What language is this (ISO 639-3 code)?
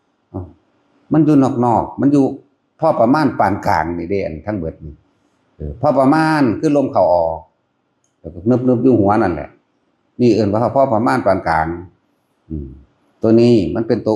tts